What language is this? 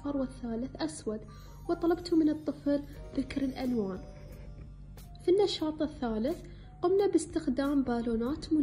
Arabic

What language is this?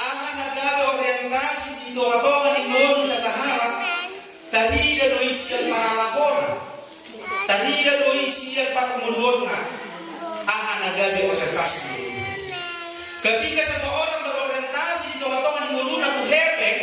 Batak Toba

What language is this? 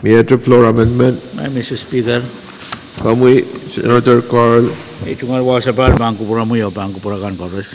Pohnpeian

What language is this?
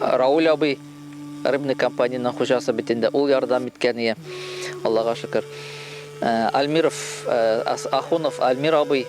Bashkir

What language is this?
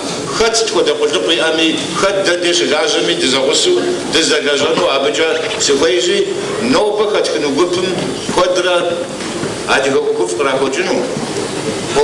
Kabardian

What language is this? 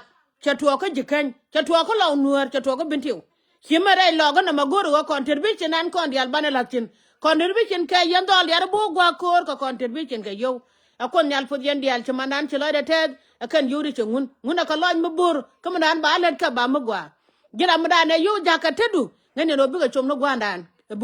Nuer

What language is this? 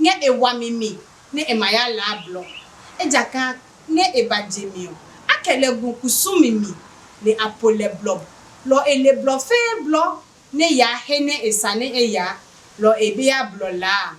Adangme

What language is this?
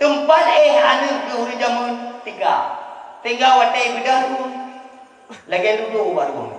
Achinese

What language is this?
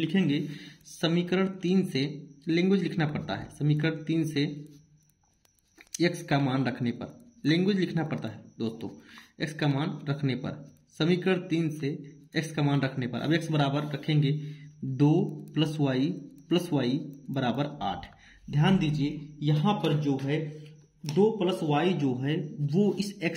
Hindi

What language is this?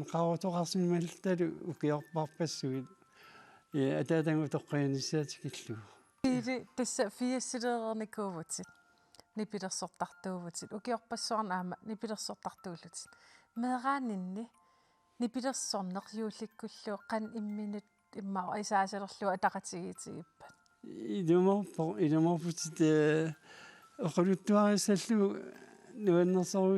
Kalaallisut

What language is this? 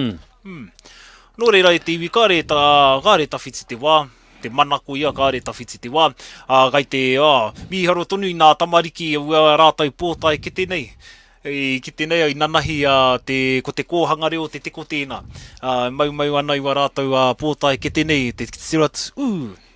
Māori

